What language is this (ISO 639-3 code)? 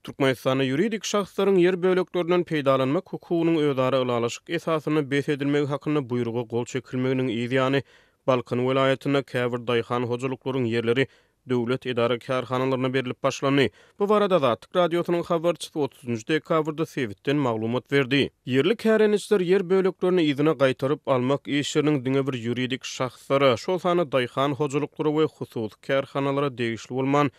tuk